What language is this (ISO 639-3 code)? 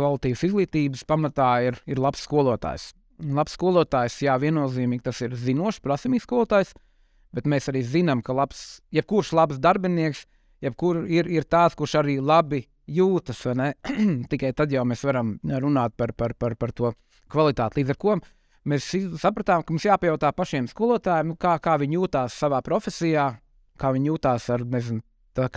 lav